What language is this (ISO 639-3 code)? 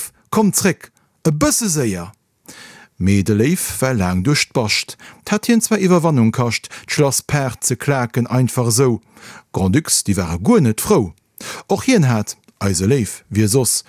ltz